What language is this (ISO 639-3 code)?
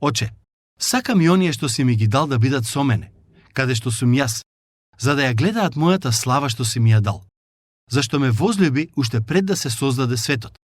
mkd